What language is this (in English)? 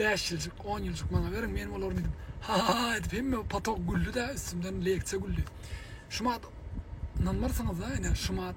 Turkmen